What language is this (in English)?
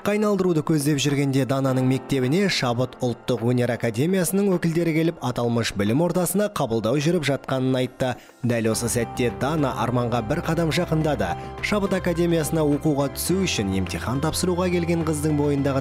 Kazakh